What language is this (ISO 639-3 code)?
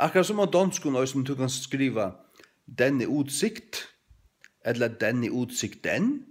fao